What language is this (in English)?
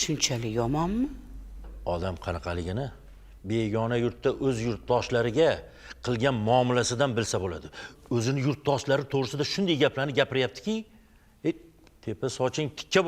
Uzbek